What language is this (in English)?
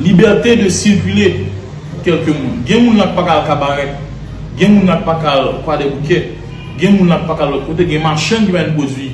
Haitian Creole